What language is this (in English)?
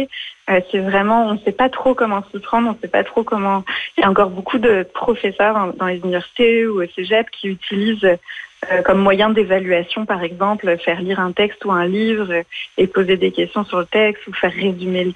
French